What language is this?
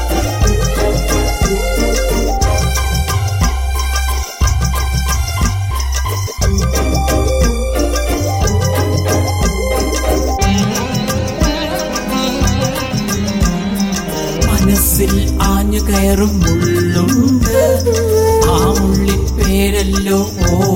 Malayalam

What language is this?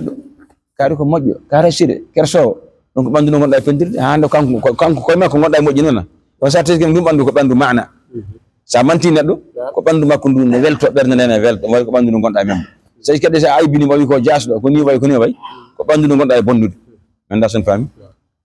Fula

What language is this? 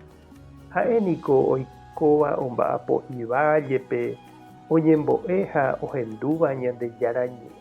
Guarani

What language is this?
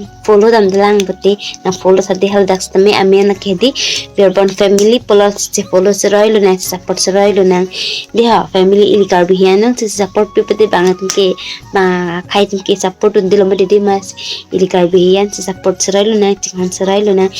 Karbi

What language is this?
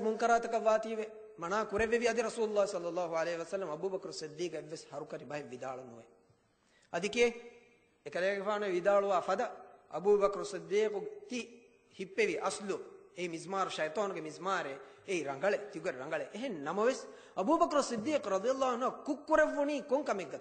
Divehi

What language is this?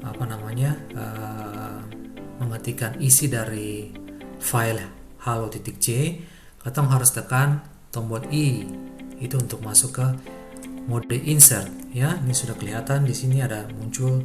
Ambonese Malay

